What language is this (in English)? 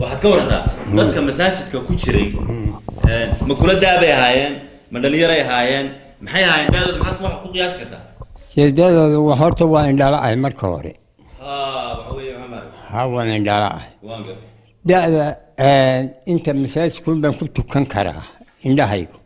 Somali